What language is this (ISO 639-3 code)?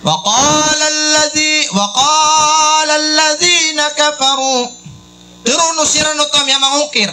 mrw